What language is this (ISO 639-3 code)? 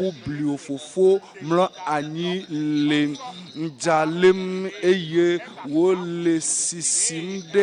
ewe